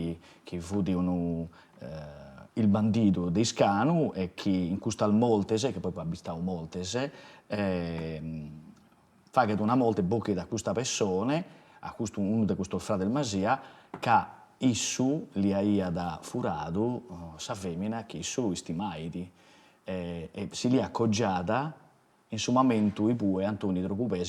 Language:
Sardinian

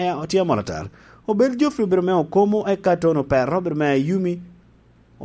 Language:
Lango (Uganda)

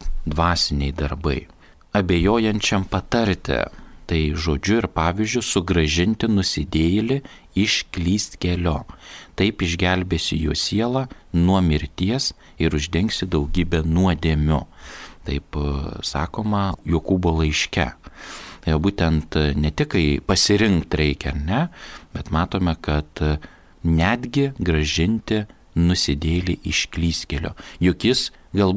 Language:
Lithuanian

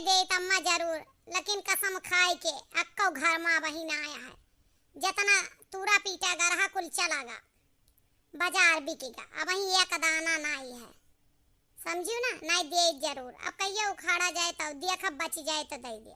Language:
Awadhi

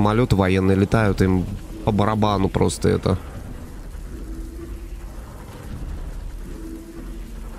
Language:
Russian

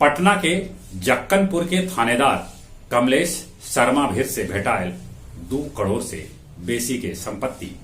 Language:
Magahi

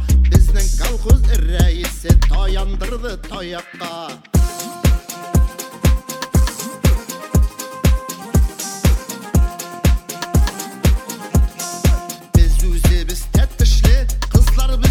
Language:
Tatar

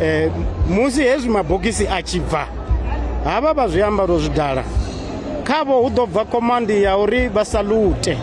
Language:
Venda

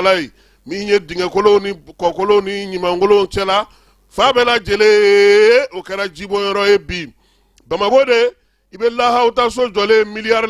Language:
Bambara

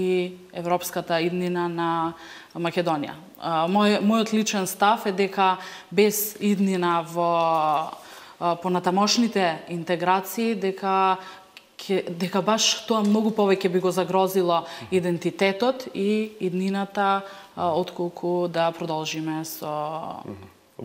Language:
Macedonian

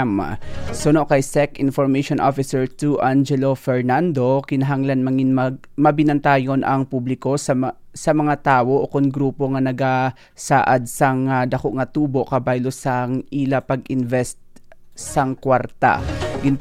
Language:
Hiligaynon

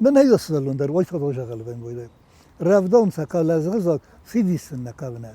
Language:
Ossetic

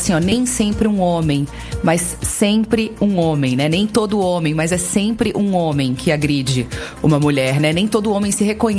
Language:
Portuguese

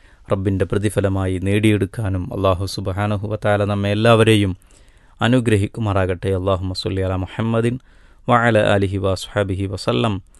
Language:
Malayalam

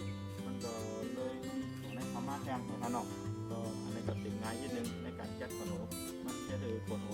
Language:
Shan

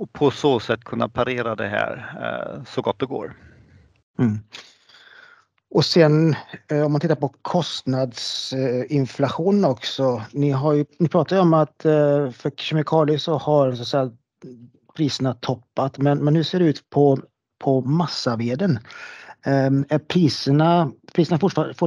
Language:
Swedish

